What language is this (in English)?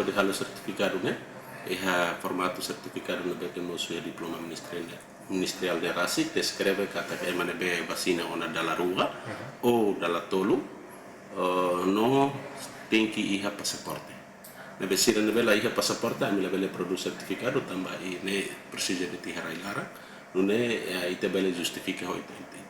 Tetum